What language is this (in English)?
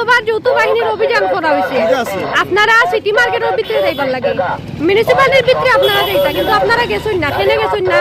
Sylheti